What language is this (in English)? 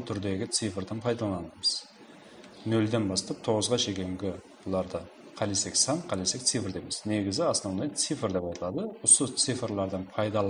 Kara-Kalpak